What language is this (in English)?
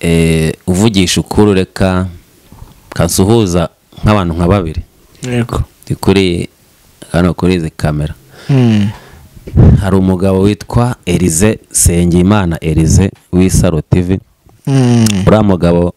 Kinyarwanda